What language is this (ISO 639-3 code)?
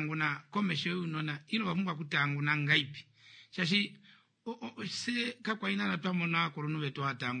kua